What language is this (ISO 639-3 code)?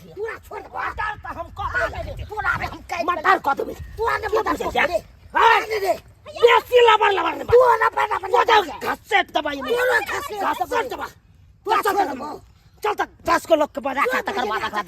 mai